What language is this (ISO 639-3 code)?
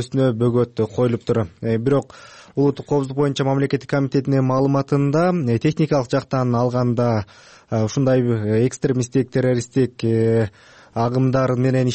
kir